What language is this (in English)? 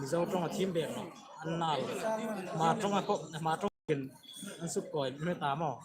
Hmar